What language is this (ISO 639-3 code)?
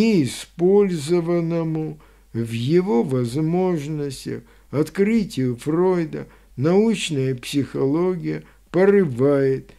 rus